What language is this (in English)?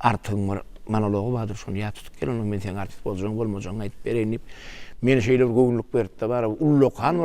Turkmen